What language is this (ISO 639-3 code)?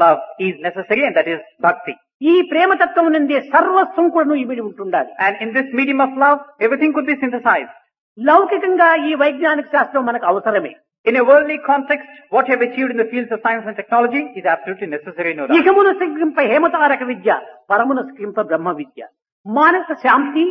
tel